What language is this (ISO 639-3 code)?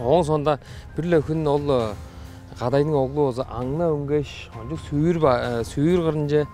tyv